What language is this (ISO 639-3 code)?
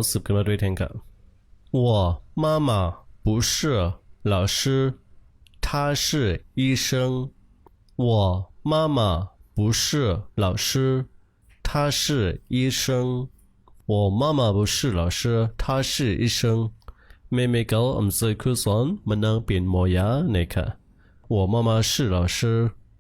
shn